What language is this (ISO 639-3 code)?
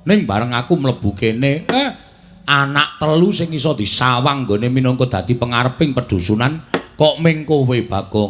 jav